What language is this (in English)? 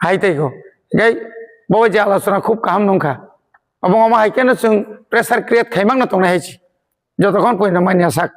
Kok Borok